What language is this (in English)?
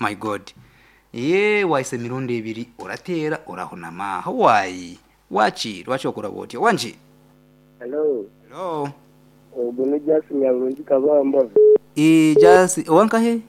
Nyankole